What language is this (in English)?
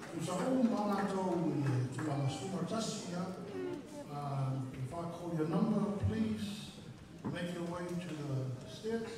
Samoan